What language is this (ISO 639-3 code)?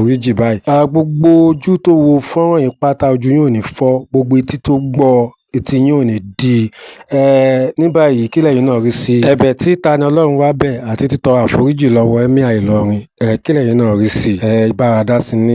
yor